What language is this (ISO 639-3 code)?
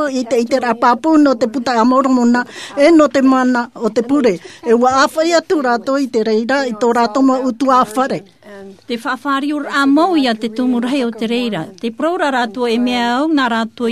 tah